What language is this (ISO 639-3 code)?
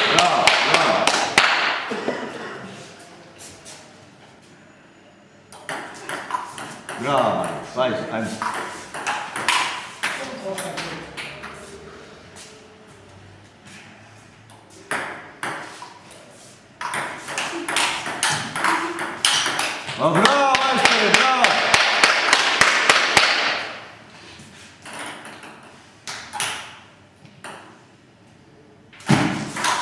hrv